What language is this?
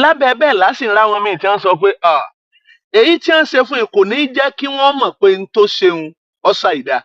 Yoruba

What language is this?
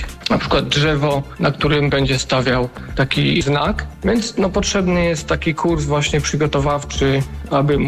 Polish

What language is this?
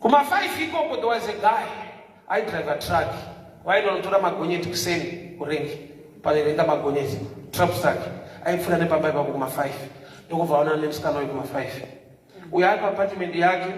Shona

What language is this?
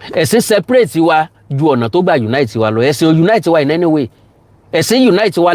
Yoruba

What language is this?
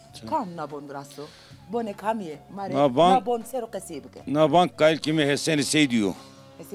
Zaza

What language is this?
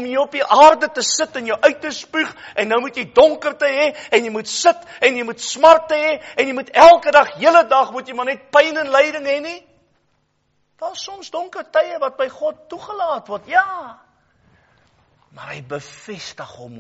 Afrikaans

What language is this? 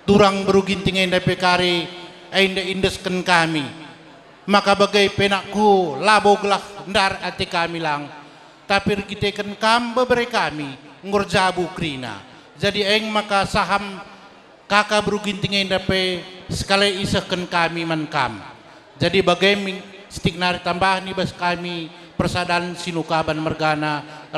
Batak Karo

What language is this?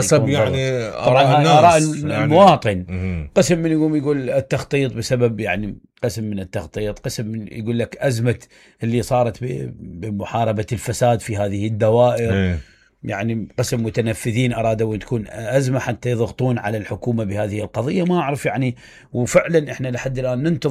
Mesopotamian Arabic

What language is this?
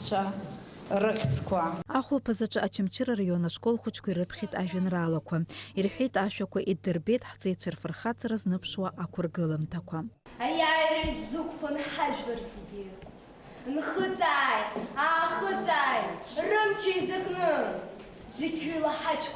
Abkhazian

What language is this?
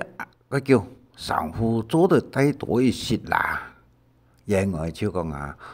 Hakka Chinese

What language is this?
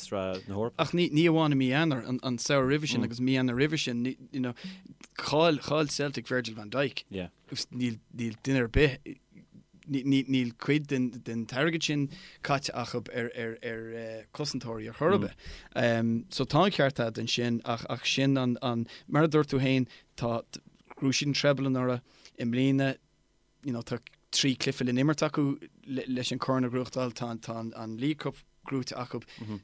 Irish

